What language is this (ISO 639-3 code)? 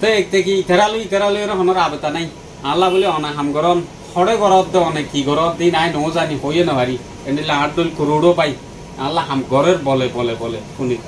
rhg